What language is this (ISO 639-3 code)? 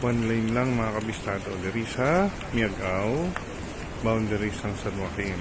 hil